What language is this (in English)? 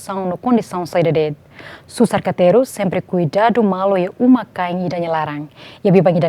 Tetum